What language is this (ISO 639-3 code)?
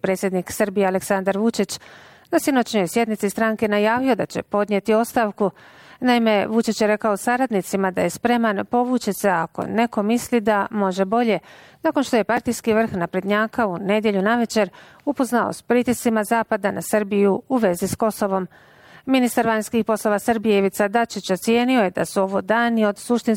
bos